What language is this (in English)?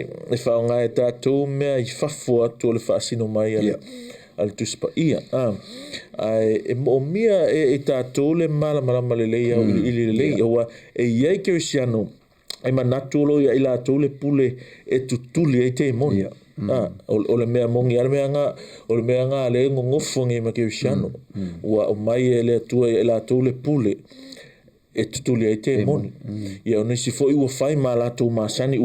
Samoan